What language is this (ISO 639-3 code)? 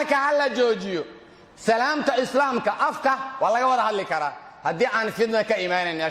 som